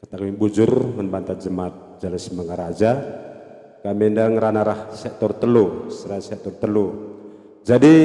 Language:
Batak Karo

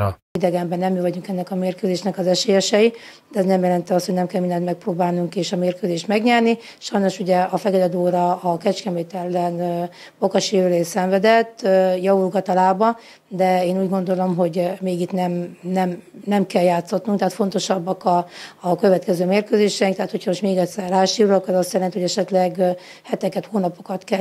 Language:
Hungarian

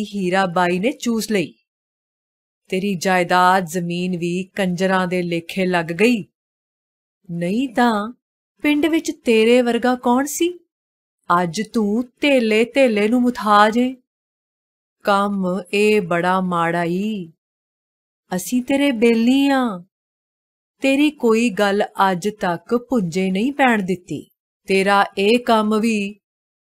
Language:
Punjabi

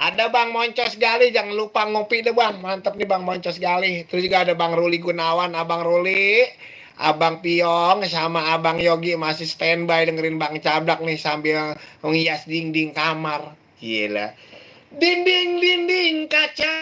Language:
Betawi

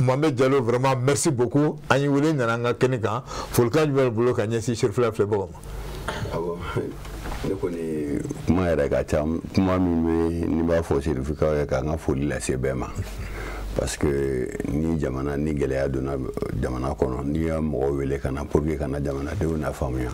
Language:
Bambara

